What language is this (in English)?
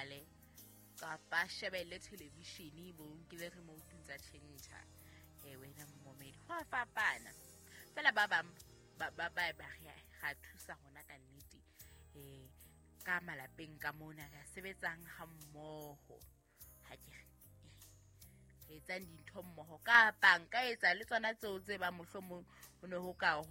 Southern Sotho